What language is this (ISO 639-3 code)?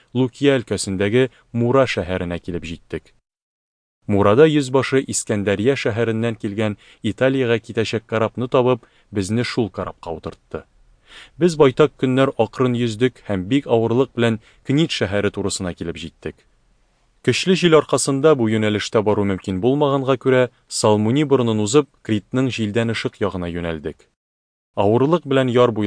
tat